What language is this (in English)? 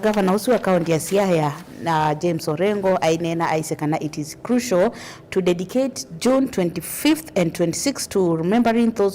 Kamba